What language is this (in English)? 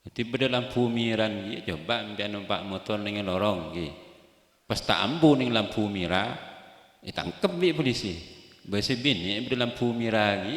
Madurese